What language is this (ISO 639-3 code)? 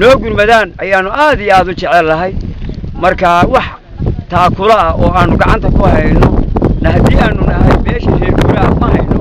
som